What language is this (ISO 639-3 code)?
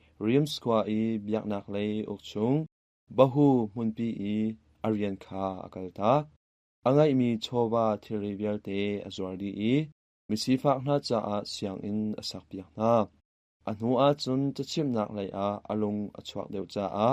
cnh